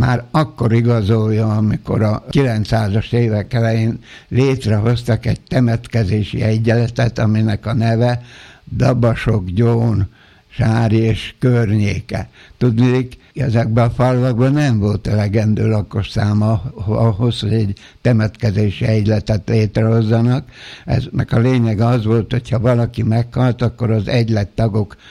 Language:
Hungarian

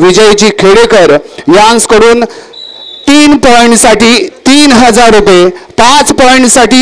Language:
Marathi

